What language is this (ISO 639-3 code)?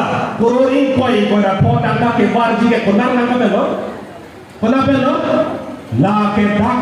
mjw